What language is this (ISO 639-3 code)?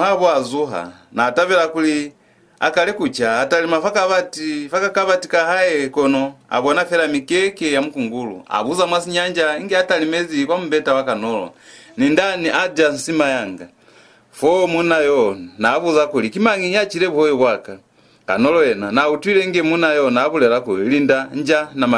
loz